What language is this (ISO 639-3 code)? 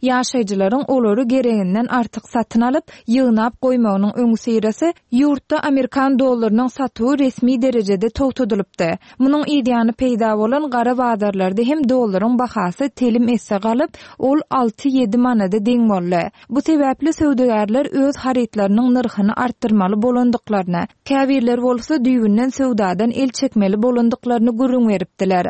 tuk